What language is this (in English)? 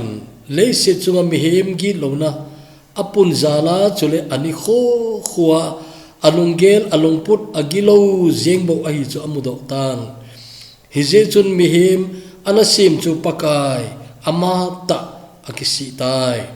Thado Chin